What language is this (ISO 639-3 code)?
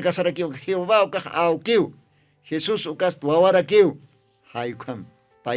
aym